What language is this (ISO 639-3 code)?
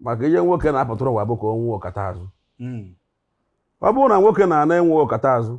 ibo